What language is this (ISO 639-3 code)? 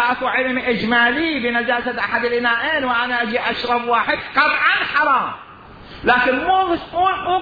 acm